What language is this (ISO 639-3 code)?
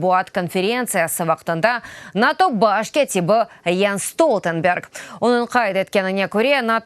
crh